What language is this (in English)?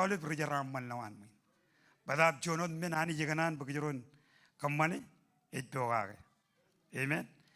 Marshallese